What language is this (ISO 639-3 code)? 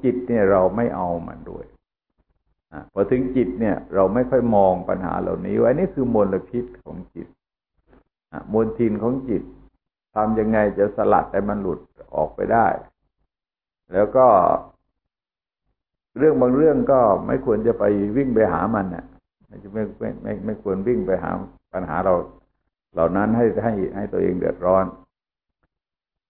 tha